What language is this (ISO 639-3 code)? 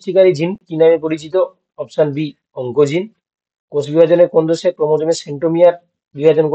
ben